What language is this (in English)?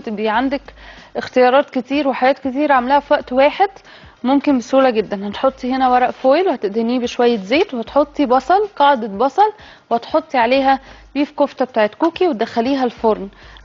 Egyptian Arabic